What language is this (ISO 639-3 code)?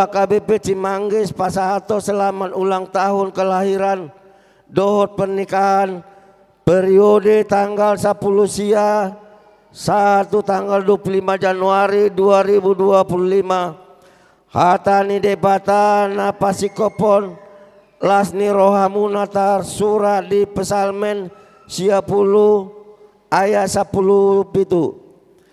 bbc